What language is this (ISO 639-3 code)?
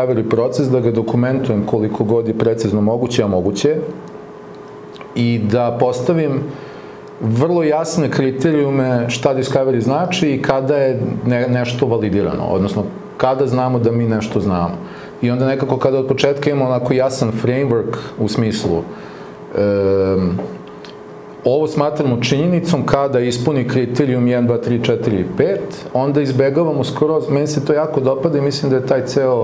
srp